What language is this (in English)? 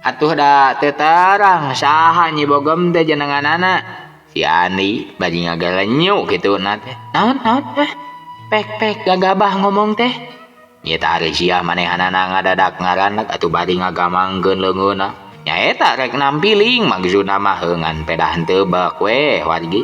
Sundanese